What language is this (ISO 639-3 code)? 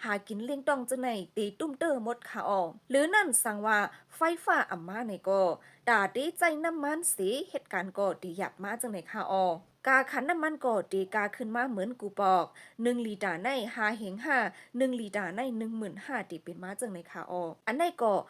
shn